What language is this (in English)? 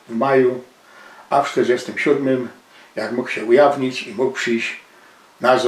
Silesian